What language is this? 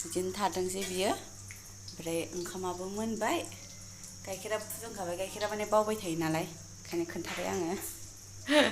Bodo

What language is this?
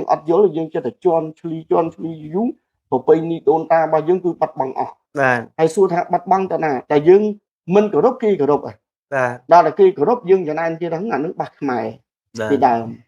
Khmer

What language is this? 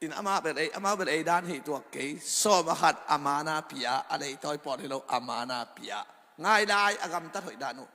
Tedim Chin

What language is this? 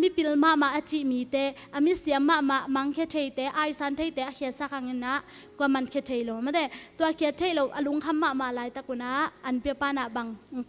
Tedim Chin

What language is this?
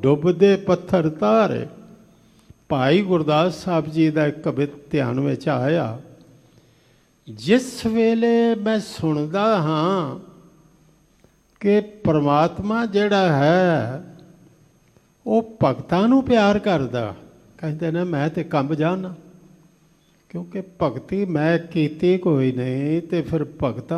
Punjabi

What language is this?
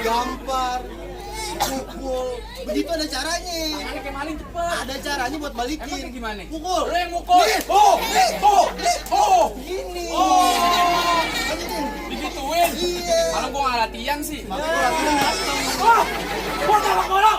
Betawi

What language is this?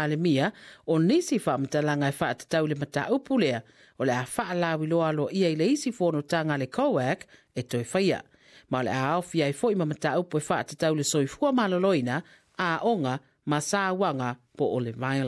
Samoan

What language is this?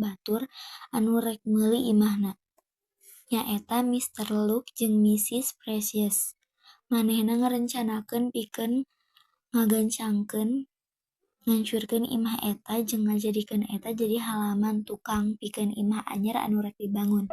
Sundanese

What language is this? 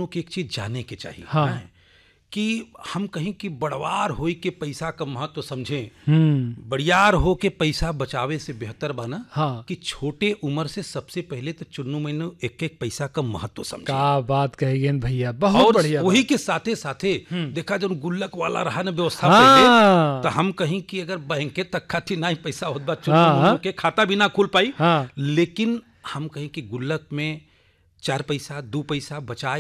Bhojpuri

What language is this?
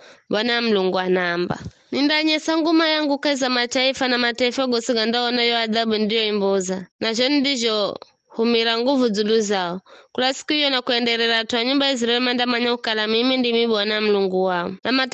Giryama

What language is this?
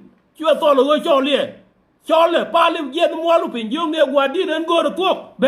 Nuer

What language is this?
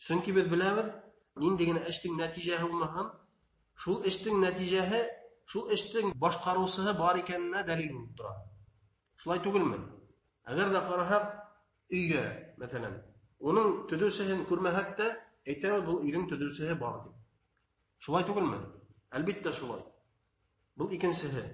Bashkir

